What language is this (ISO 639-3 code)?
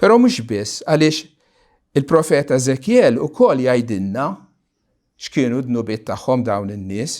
mlt